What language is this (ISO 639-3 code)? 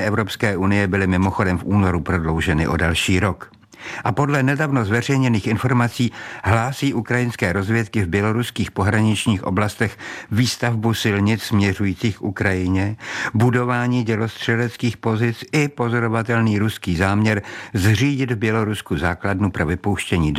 ces